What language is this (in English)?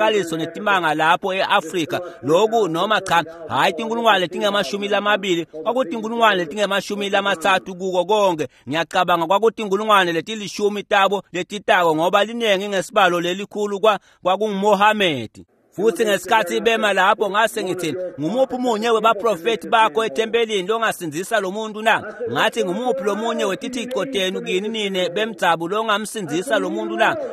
Swati